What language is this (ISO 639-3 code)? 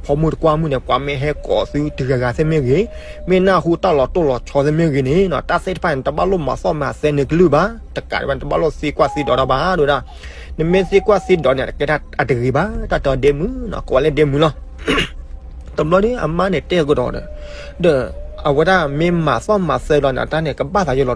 ksw